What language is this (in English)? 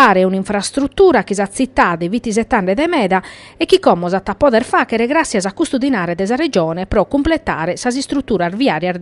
Sardinian